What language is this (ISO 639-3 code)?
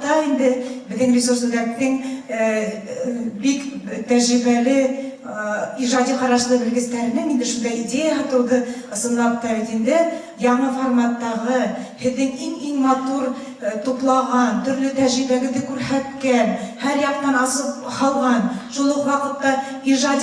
bak